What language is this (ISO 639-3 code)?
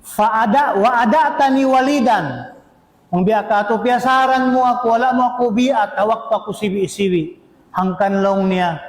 tsg